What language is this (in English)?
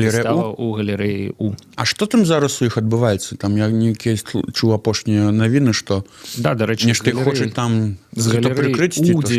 Belarusian